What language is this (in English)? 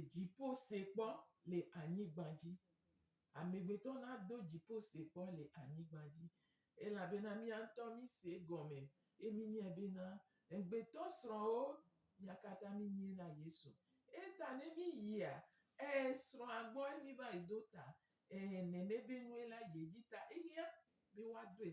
Gen